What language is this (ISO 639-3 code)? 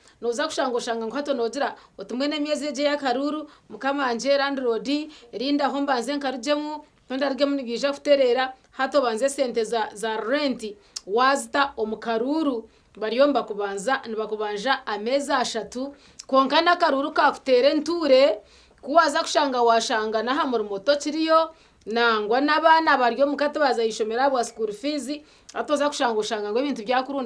nyn